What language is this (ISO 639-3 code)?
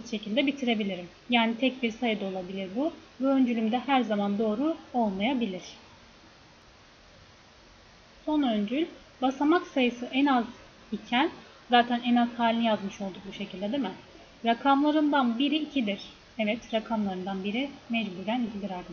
tur